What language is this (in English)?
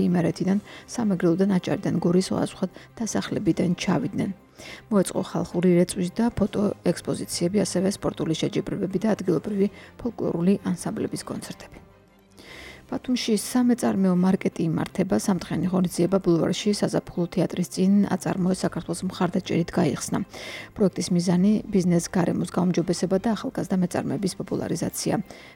Georgian